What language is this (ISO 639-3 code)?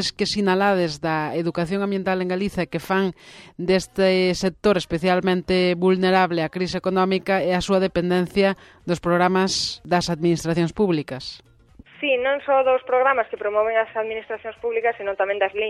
glg